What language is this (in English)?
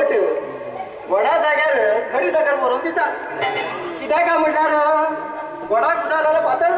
Konkani